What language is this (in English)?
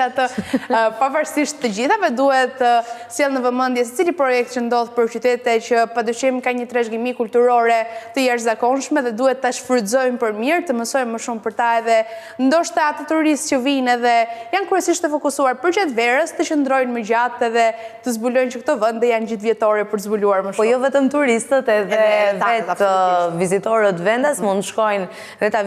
Albanian